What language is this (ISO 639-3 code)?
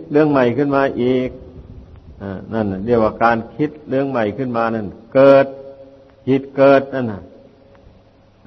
tha